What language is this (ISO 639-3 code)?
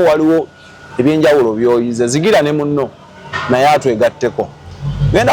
lug